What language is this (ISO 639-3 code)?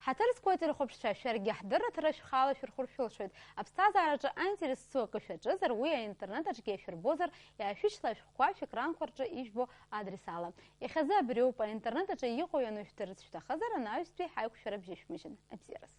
abk